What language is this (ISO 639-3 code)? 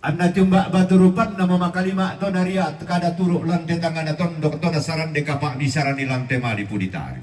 sda